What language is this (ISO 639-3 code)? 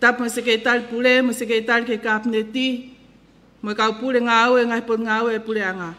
ton